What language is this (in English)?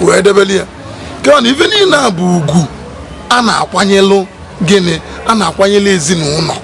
Igbo